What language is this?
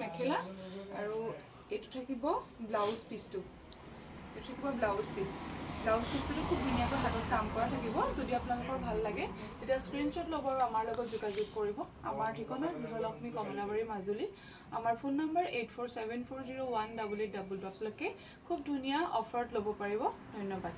Assamese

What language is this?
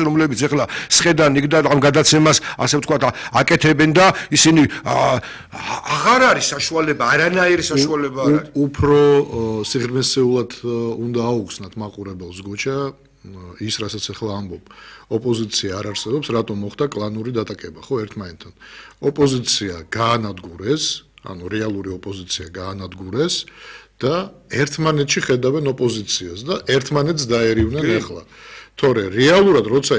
Georgian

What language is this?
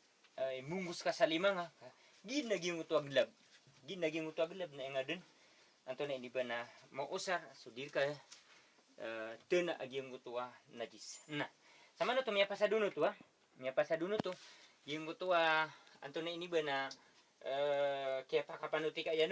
Maranao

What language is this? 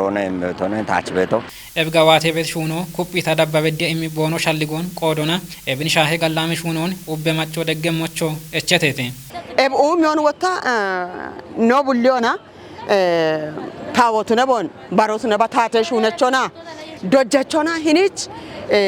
Kafa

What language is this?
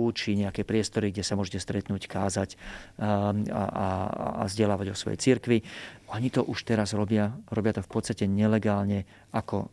Slovak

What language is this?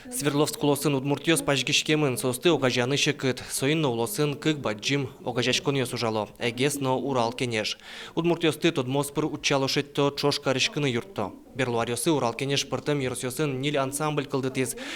Udmurt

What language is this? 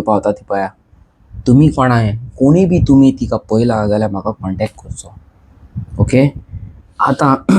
Konkani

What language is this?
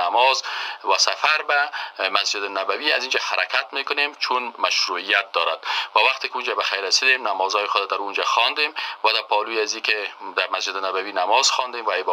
Persian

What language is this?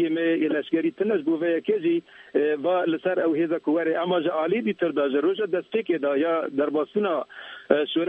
Kurdish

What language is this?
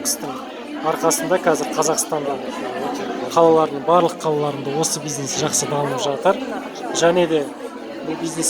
Kazakh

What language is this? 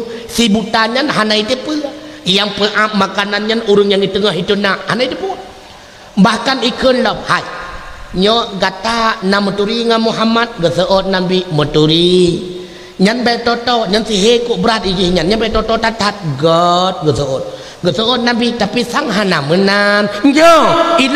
Achinese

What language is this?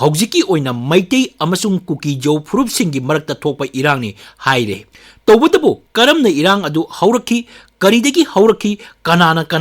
Manipuri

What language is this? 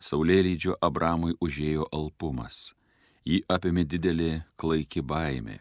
Lithuanian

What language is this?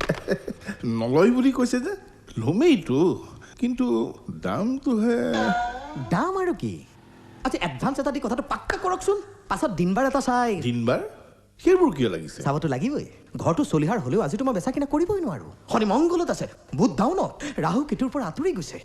Assamese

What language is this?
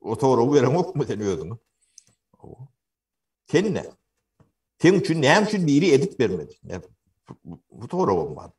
Turkmen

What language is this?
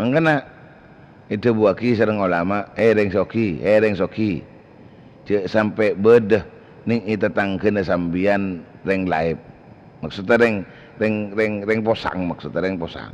Madurese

